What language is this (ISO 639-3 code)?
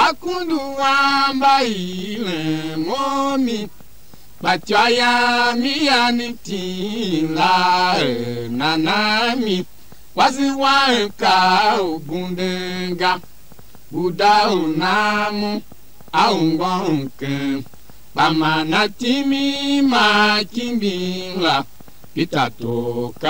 tiv